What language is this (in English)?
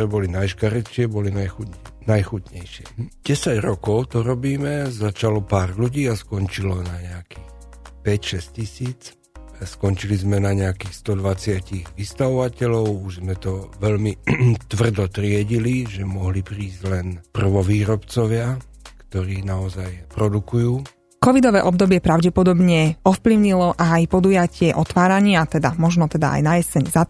Slovak